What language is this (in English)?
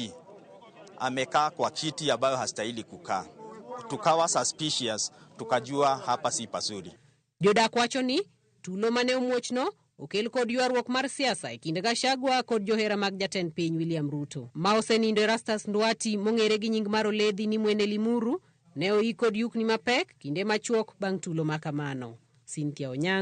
Luo (Kenya and Tanzania)